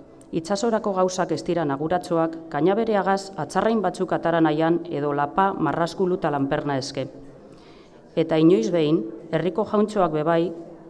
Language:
Basque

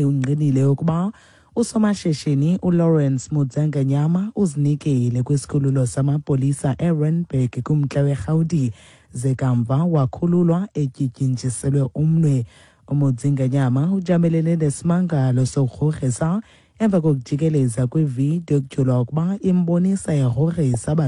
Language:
Xhosa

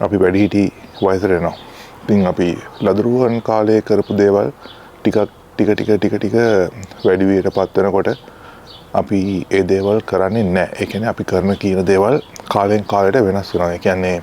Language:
Sinhala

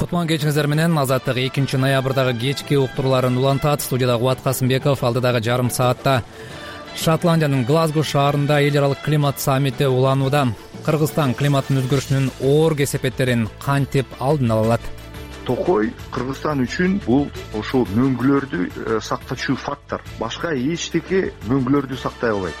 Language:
Kyrgyz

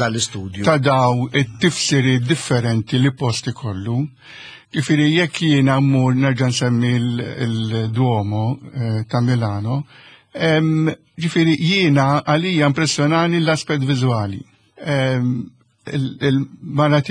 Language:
Maltese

